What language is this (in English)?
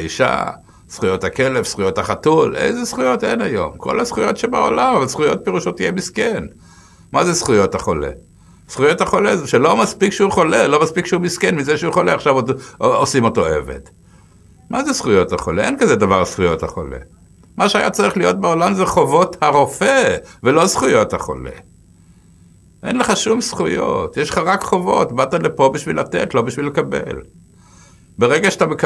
Hebrew